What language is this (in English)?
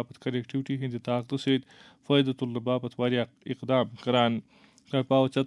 Kashmiri